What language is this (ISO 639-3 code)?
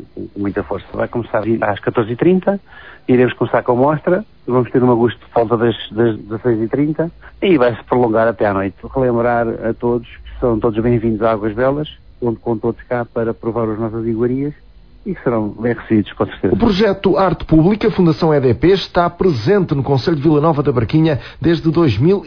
por